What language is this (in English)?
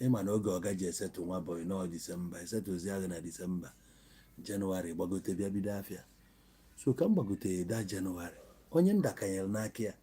Igbo